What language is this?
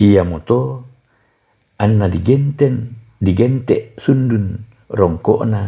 Toraja-Sa'dan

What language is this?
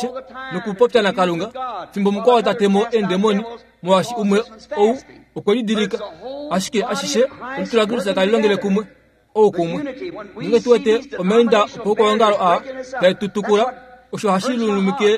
Kuanyama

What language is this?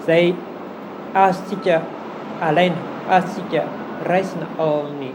Malagasy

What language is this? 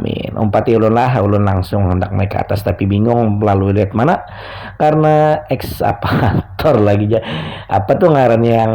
Banjar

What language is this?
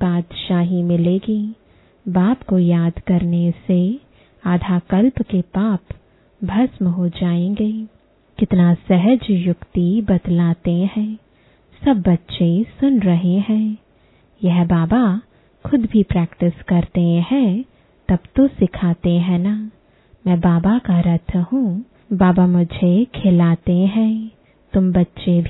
Hindi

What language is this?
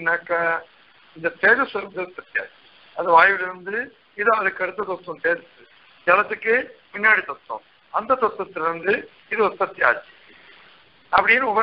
Tamil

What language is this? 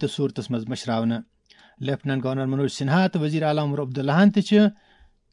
Kashmiri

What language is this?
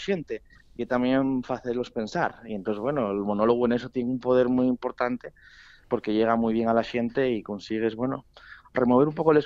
Asturian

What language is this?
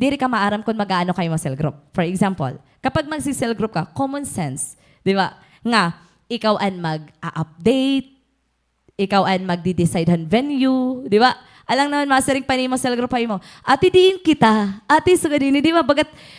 Waray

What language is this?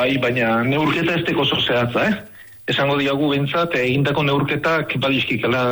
Basque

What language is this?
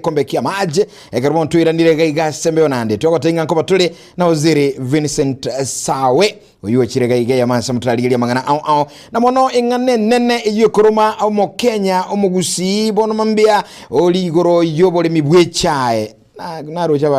Gusii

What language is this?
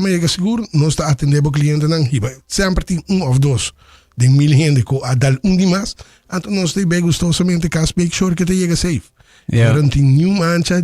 Papiamento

